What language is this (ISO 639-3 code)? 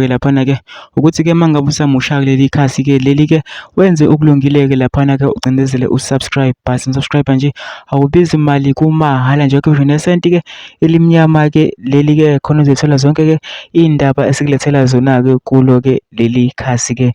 zul